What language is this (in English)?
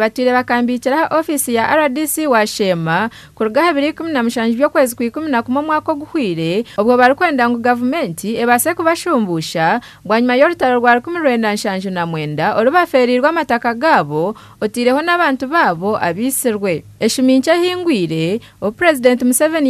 Nyankole